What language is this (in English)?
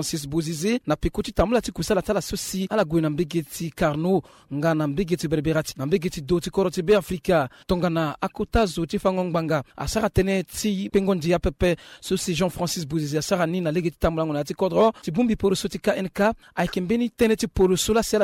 Sango